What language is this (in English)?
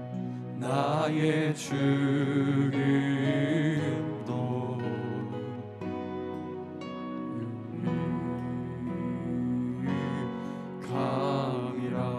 Korean